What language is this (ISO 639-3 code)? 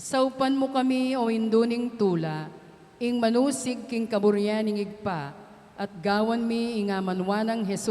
pam